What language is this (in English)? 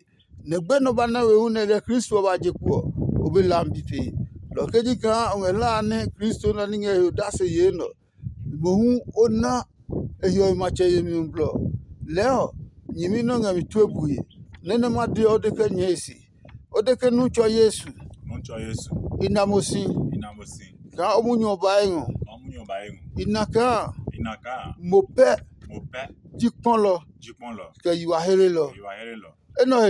Adangme